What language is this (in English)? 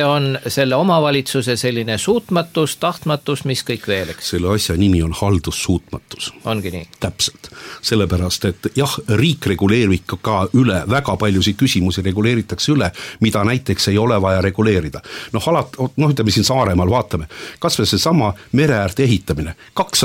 Estonian